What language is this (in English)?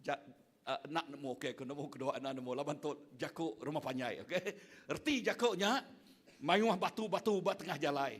Iban